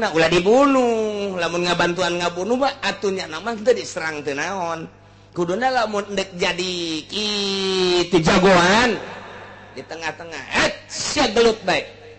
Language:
Sundanese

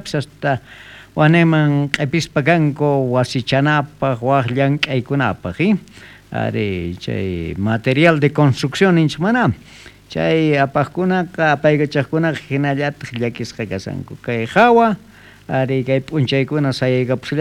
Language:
South Bolivian Quechua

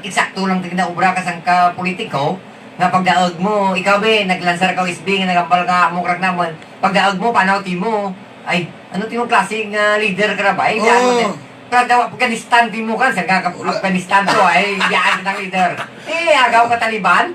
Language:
Hiligaynon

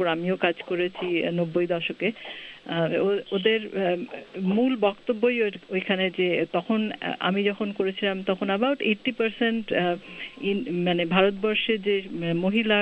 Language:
Bangla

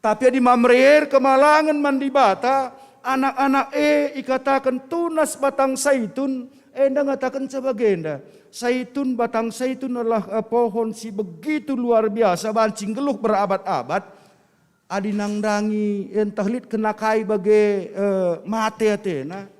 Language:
Batak Karo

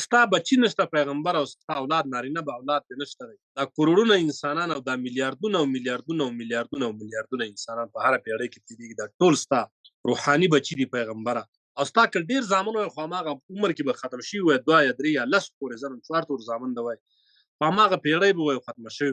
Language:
Pashto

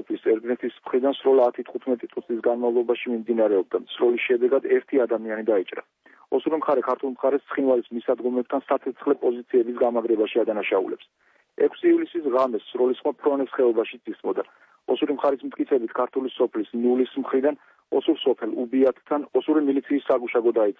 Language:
Georgian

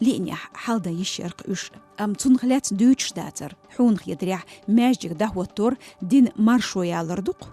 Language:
Chechen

